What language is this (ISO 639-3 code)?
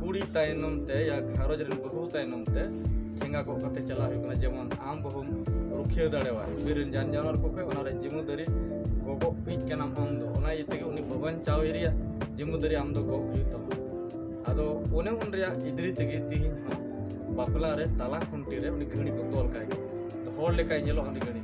sat